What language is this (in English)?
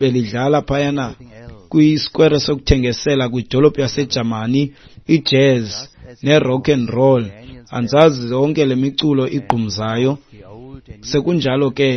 Xhosa